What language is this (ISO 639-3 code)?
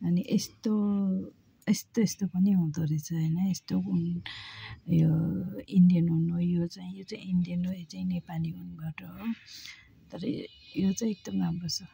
nep